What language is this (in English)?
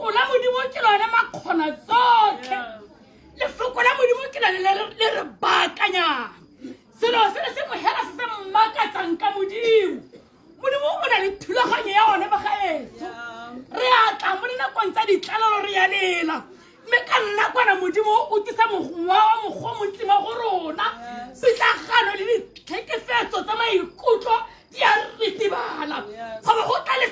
Tswana